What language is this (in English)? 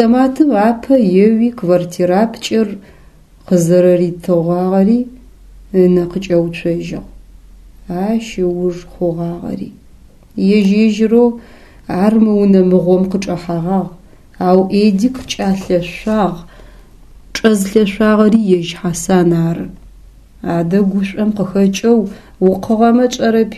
Adyghe